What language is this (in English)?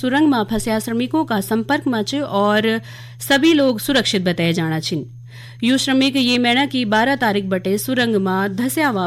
Garhwali